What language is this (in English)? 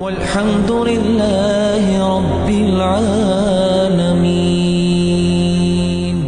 Ingush